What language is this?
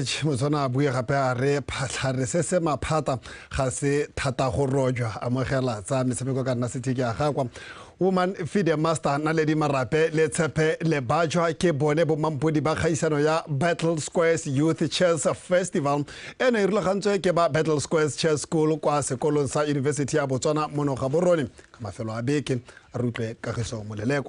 Tswana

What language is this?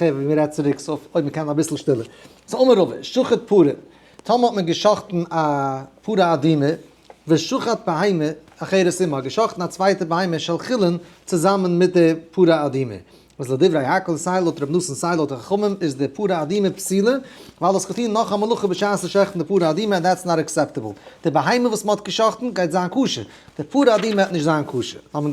Yiddish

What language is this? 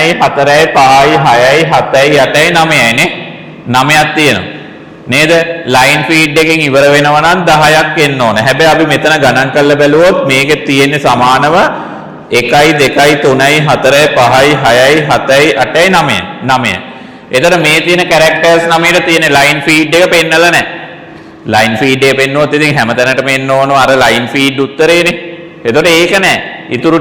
Sinhala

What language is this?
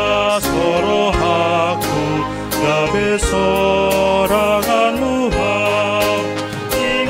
Batak Toba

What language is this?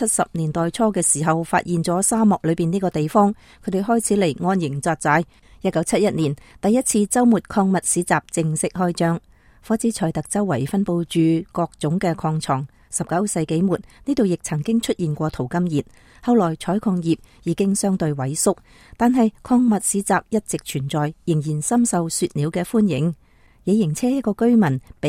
Cantonese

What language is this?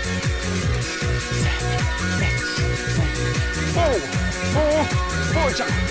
Kinyarwanda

